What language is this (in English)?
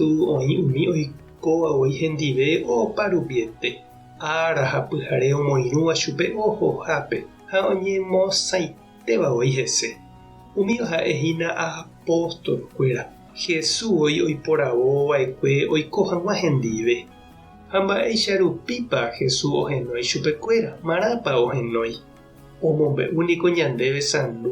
Guarani